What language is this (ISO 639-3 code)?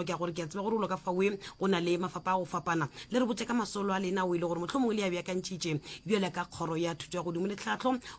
nso